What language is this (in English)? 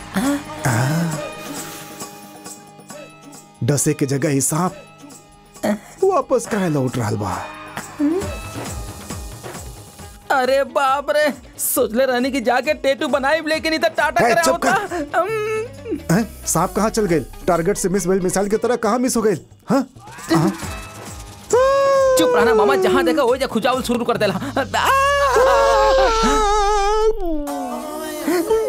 Bhojpuri